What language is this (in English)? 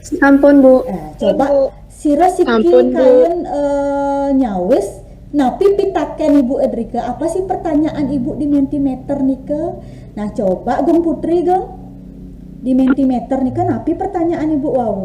Balinese